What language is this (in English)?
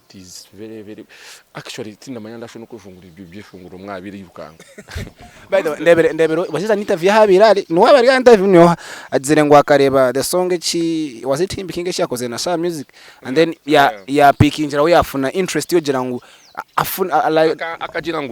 Nyankole